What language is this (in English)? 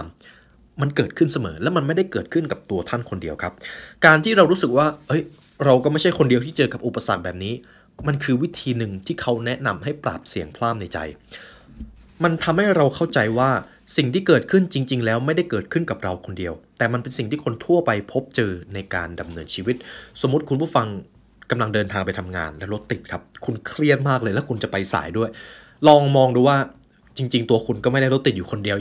Thai